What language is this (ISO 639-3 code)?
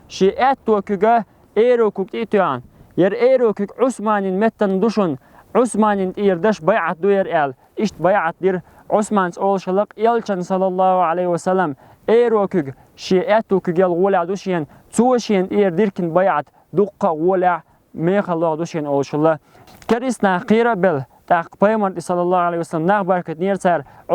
che